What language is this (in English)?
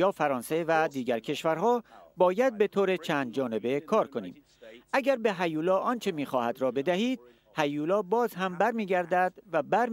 Persian